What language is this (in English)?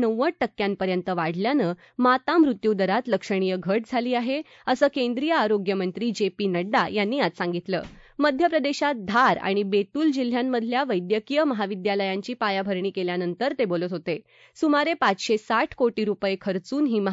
Marathi